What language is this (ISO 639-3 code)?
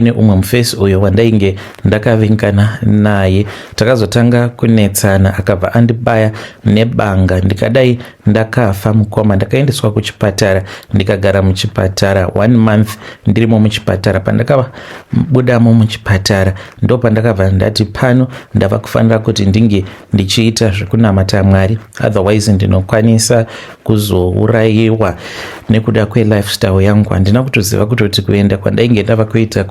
sna